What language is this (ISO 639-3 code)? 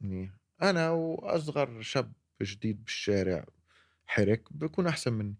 apc